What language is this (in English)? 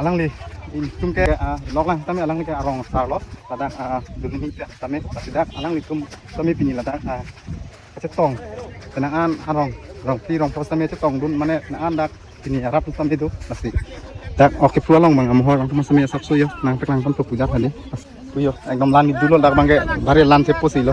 Karbi